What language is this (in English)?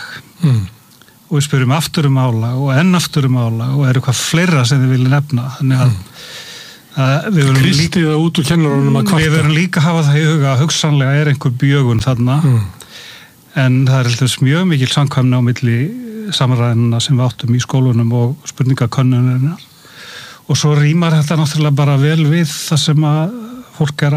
Icelandic